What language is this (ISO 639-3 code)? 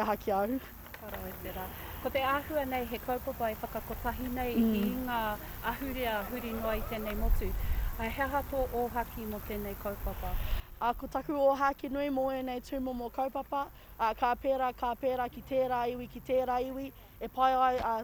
mri